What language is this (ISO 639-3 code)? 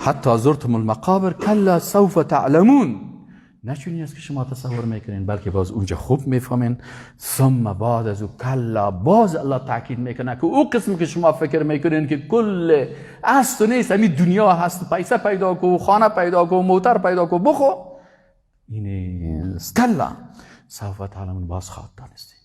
fas